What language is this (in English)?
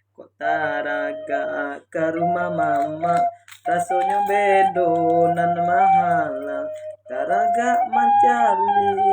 Minangkabau